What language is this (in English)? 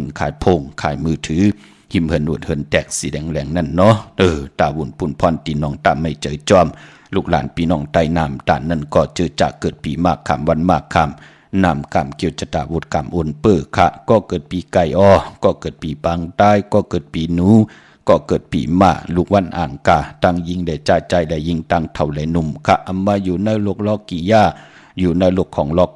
Shan